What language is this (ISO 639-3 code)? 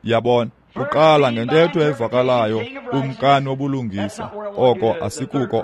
xho